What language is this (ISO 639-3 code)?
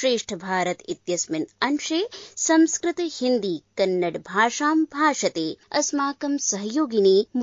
san